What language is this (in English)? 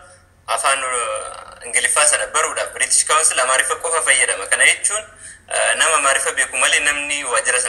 Oromo